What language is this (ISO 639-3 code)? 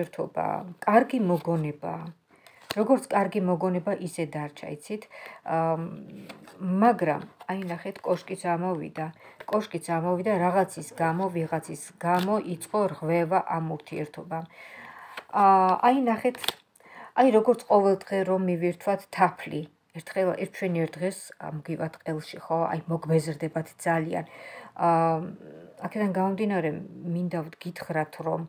kat